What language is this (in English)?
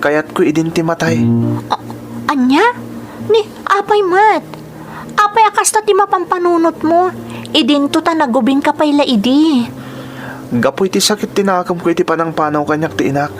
Iloko